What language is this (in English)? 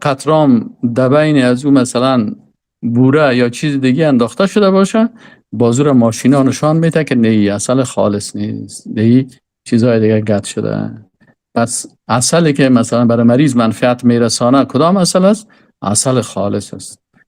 Persian